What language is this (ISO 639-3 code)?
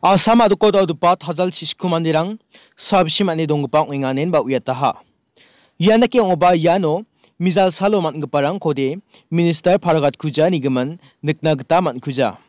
grt